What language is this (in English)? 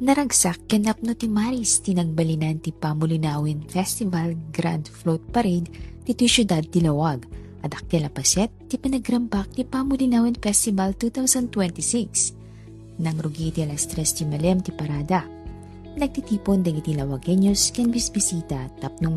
Iloko